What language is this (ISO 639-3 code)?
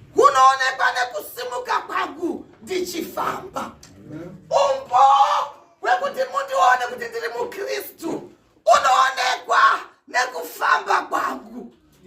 sna